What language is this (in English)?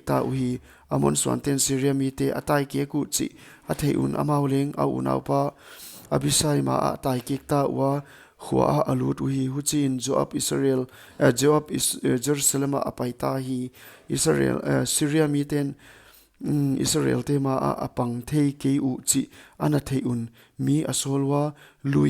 Paite Chin